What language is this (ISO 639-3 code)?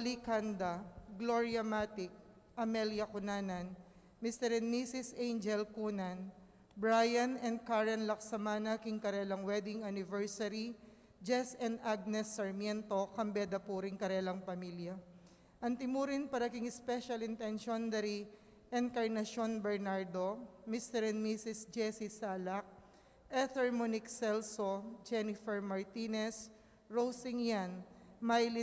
pam